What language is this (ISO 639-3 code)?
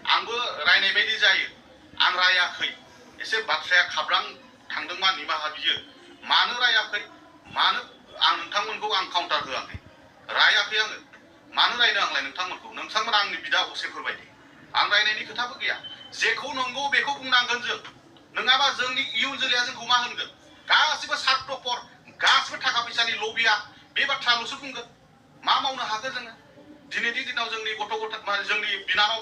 brx